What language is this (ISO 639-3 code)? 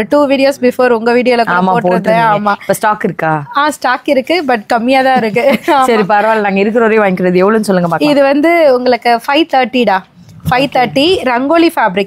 tam